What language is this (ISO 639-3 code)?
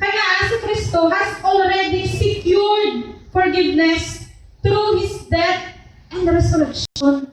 hil